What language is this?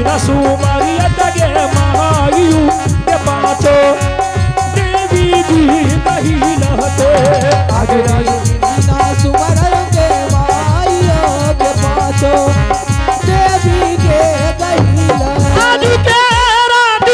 Angika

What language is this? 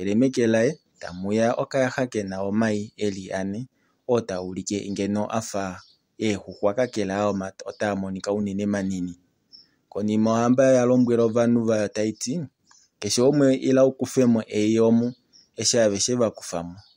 Kuanyama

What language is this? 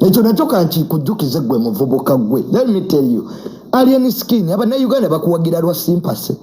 Ganda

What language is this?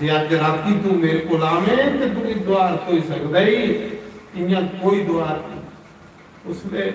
Dogri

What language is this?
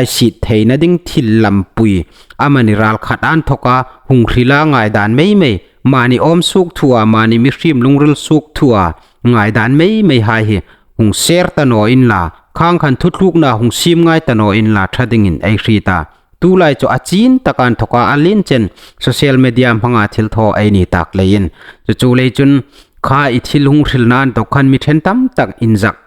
Hmar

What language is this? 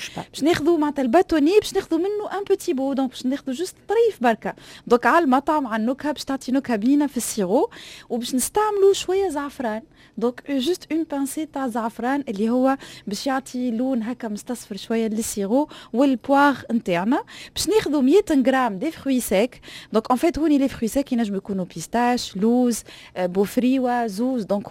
Tunisian Arabic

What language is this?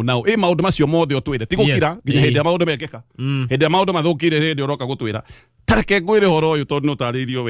Kikuyu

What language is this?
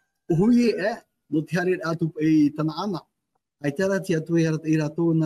Tahitian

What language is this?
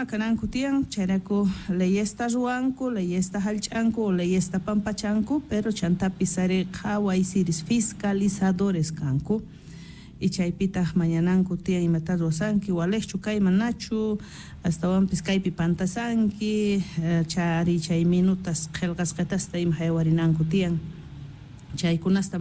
Quechua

